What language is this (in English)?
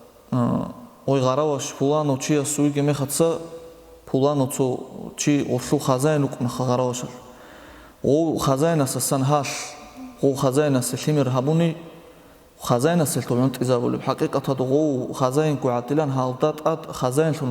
Avaric